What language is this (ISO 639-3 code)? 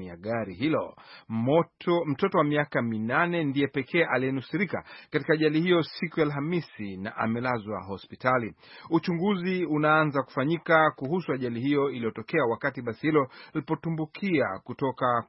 swa